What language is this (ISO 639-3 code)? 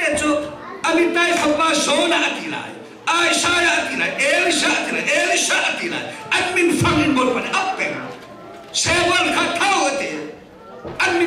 cnh